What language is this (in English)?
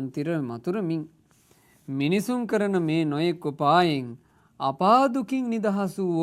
Sinhala